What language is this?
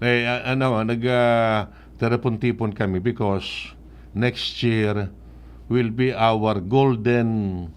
Bikol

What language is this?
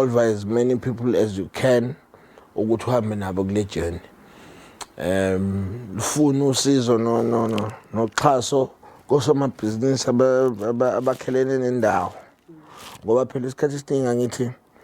Zulu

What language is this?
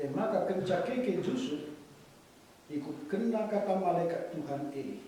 Batak Karo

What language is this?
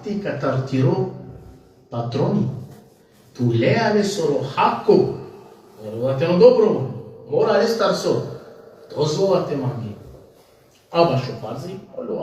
Balkan Romani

